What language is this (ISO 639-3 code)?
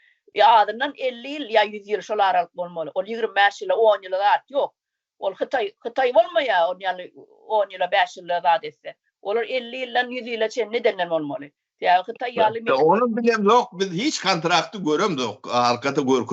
tuk